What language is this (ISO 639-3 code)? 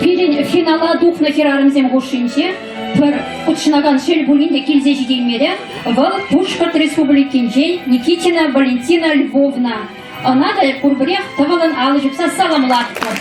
chv